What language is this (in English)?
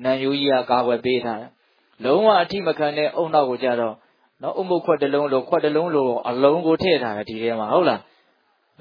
Burmese